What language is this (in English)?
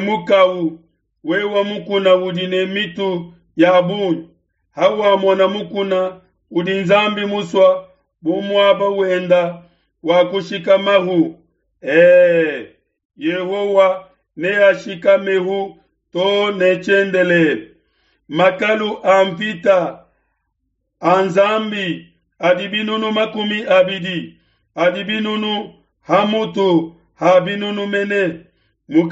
Luba-Lulua